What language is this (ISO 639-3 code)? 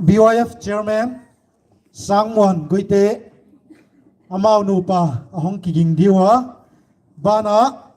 pck